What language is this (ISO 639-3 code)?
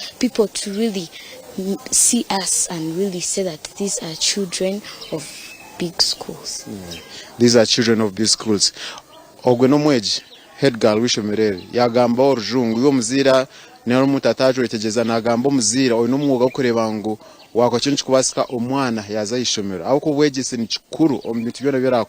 nyn